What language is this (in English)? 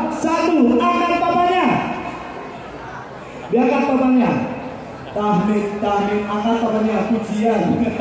Indonesian